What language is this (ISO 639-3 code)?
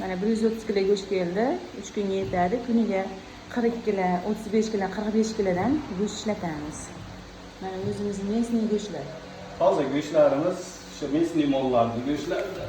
uzb